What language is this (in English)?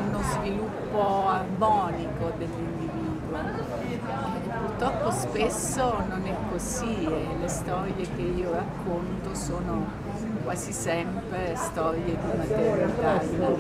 Italian